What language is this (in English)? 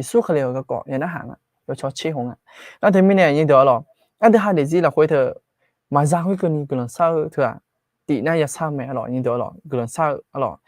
Akha